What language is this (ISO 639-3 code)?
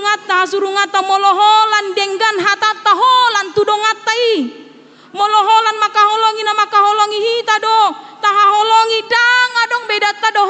bbc